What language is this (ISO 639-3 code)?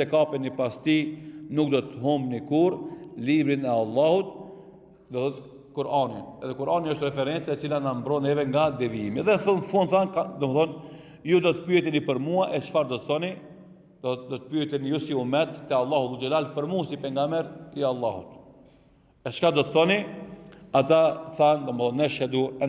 sqi